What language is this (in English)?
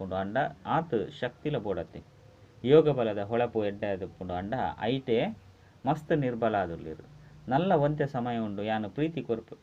Tulu